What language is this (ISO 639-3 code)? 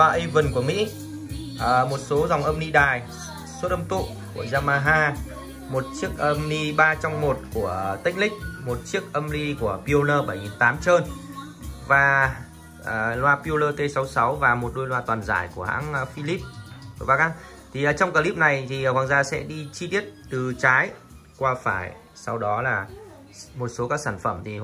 vie